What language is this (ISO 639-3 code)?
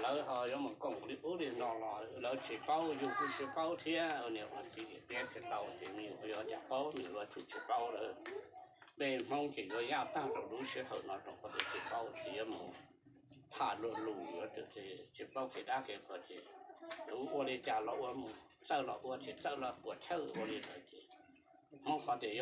hmn